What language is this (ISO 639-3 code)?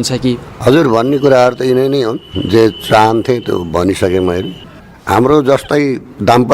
nep